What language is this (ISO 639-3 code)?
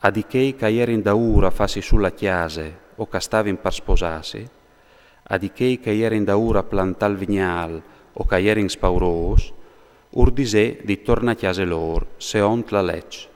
fur